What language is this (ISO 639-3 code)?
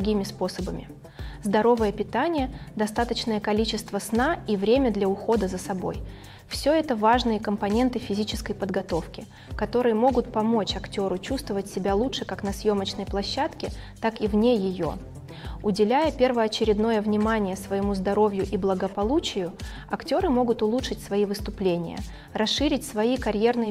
rus